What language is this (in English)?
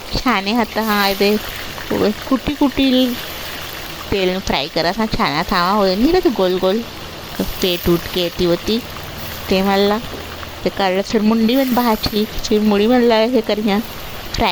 Chhattisgarhi